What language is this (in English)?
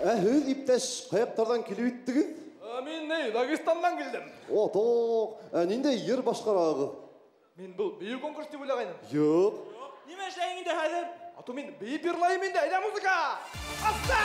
Bashkir